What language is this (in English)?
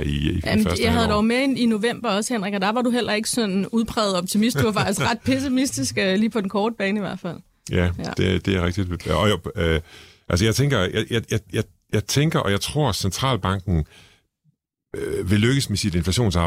Danish